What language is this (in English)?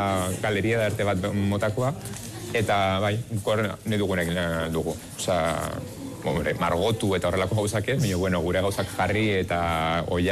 Basque